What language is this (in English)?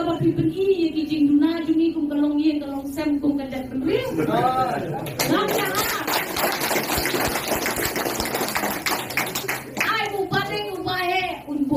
Khasi